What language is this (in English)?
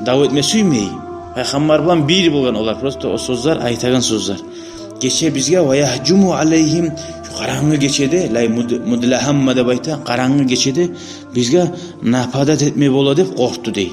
Kumyk